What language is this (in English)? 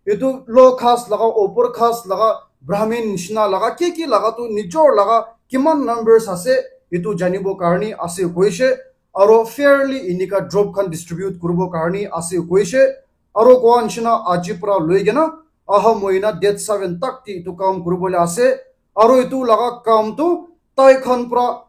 Naga Pidgin